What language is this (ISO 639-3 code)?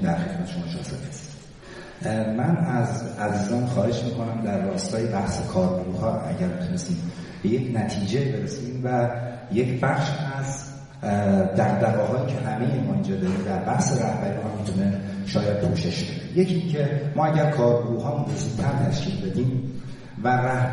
fas